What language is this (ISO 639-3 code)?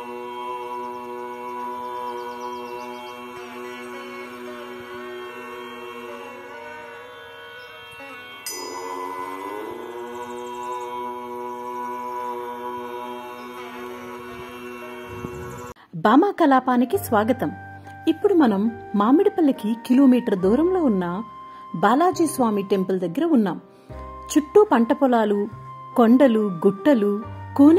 tel